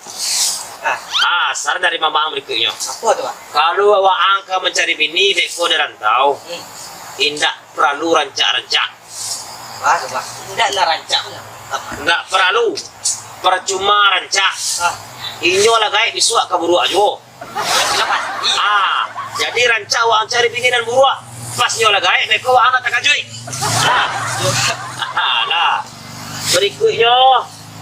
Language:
Minangkabau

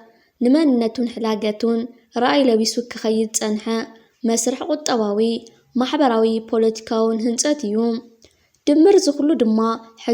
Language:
Tigrinya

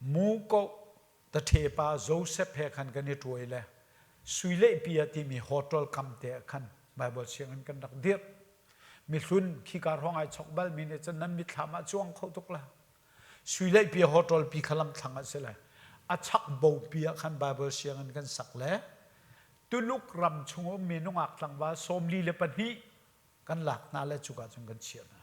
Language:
Hakha Chin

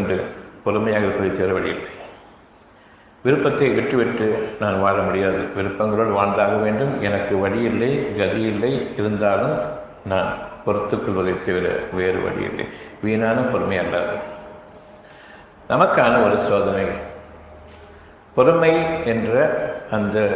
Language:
Tamil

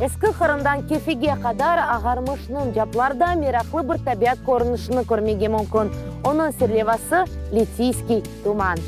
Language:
Crimean Tatar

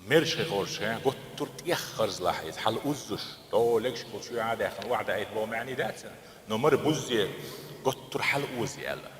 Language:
Chechen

